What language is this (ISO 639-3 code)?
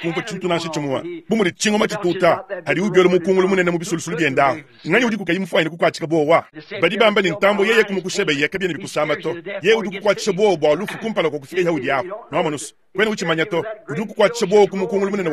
lua